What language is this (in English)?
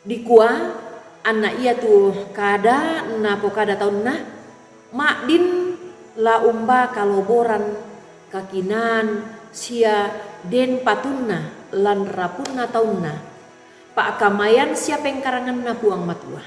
Toraja-Sa'dan